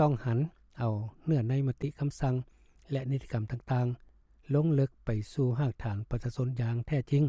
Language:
Lao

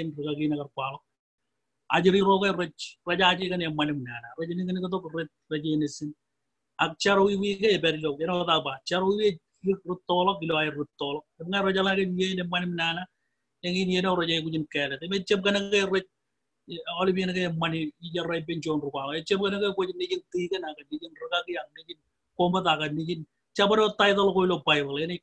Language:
Marshallese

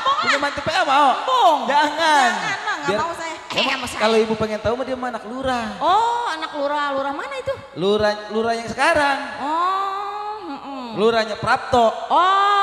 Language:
Betawi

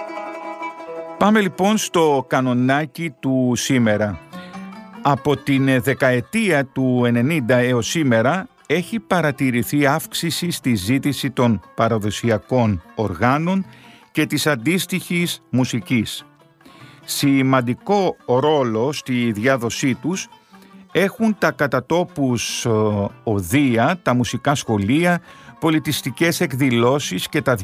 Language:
Greek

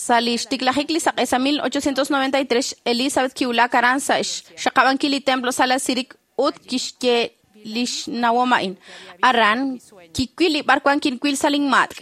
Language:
Kekchí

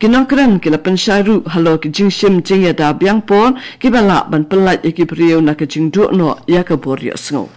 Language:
Khasi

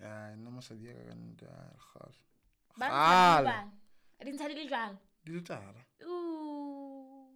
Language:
Southern Sotho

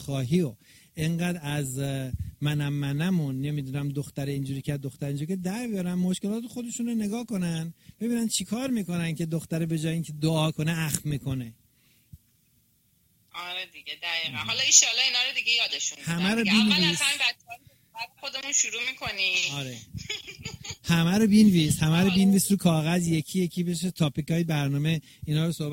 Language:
Persian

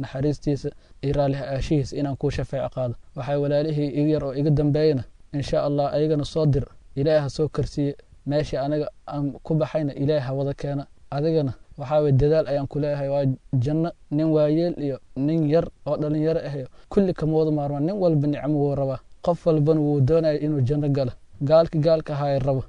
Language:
Somali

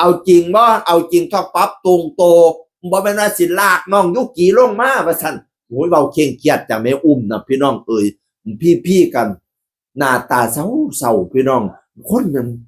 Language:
Northeastern Thai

